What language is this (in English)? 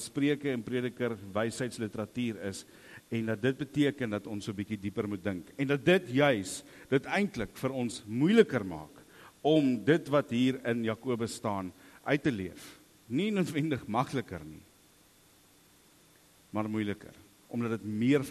Afrikaans